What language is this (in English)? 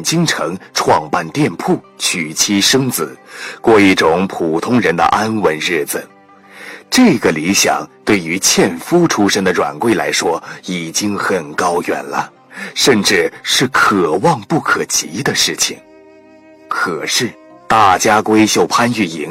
Chinese